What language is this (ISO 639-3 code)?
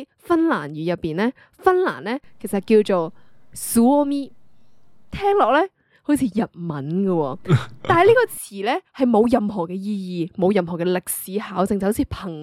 yue